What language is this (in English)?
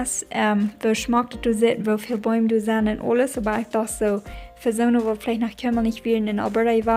Plautdietsch